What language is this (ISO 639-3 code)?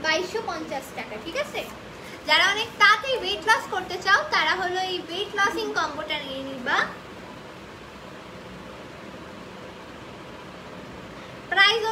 ben